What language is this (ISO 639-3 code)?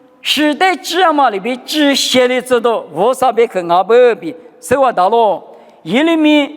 lis